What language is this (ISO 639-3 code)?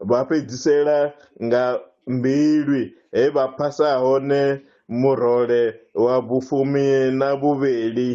ven